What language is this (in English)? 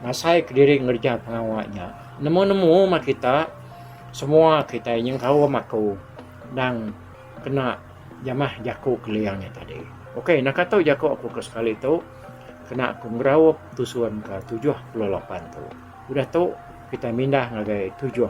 Iban